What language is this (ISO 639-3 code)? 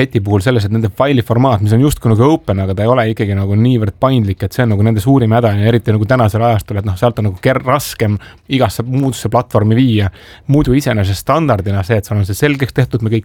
est